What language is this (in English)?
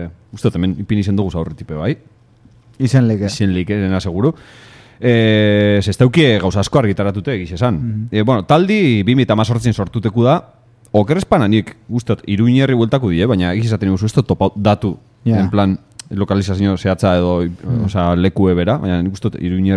Basque